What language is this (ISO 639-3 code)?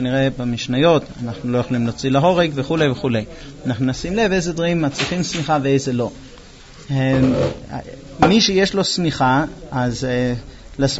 heb